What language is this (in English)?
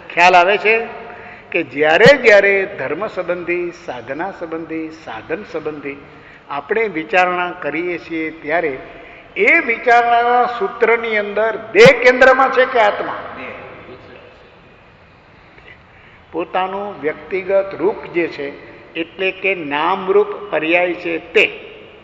Gujarati